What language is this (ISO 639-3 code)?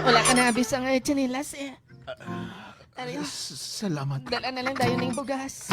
hil